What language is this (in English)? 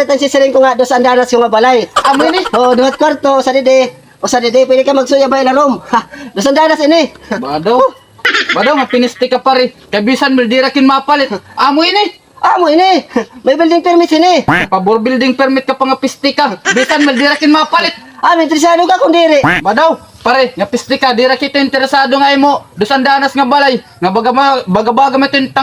Waray